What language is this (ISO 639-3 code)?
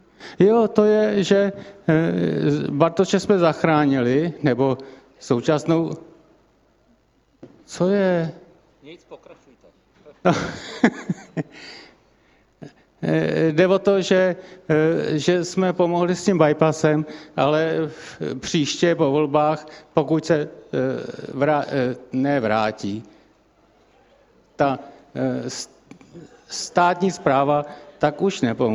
ces